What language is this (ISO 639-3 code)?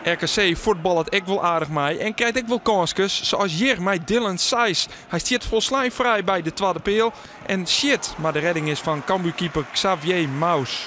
fry